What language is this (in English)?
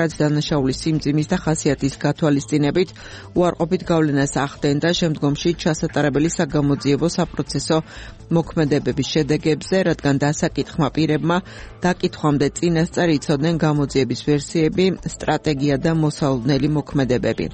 Georgian